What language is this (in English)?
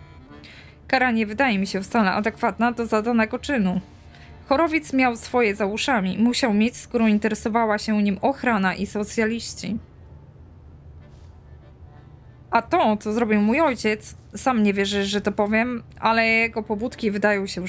Polish